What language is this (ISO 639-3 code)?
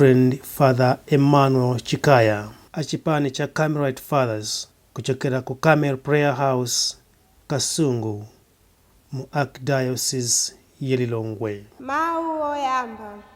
nya